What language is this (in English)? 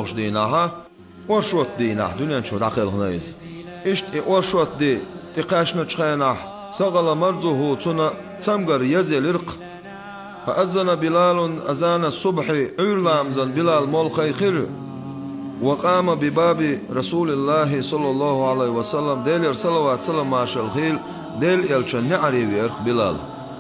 Chechen